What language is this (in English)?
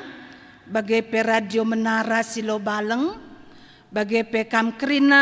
Batak Karo